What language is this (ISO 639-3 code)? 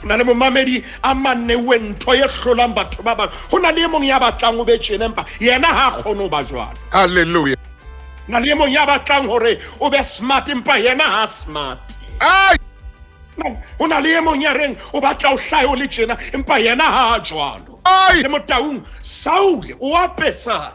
sot